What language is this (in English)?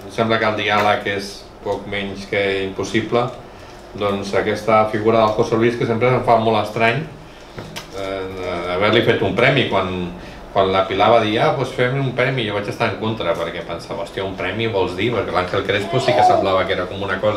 Catalan